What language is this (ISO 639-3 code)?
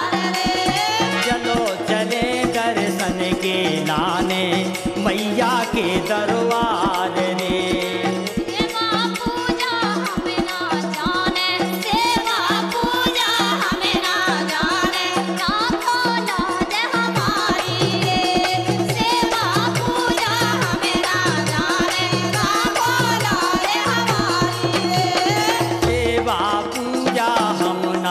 bns